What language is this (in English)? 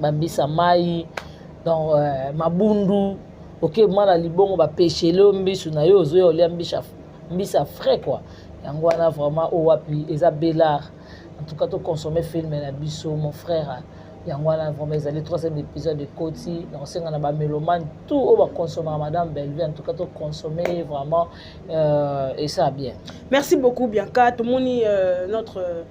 Lingala